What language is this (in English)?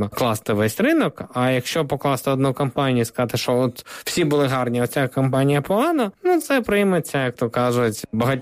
Ukrainian